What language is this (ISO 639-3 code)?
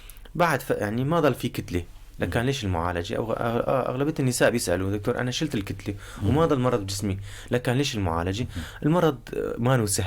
apc